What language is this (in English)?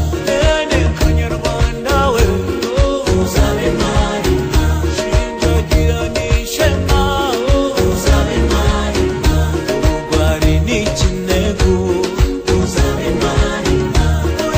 Kinyarwanda